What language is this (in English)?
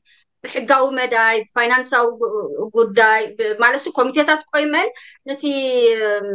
Tigrinya